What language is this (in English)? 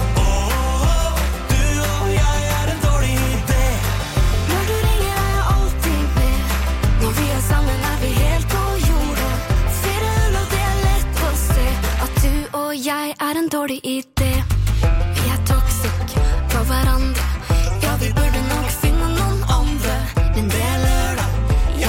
Norwegian